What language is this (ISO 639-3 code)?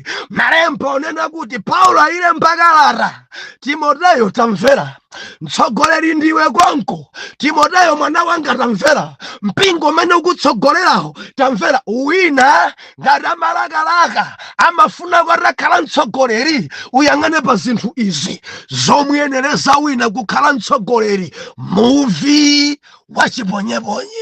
nya